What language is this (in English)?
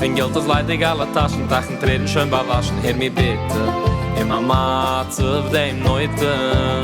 Yiddish